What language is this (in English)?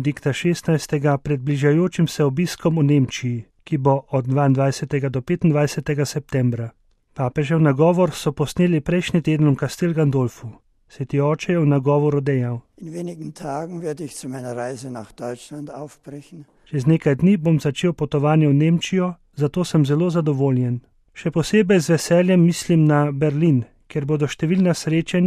Slovenian